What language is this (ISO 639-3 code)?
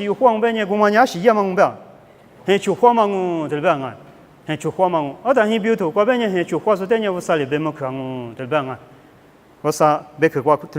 lis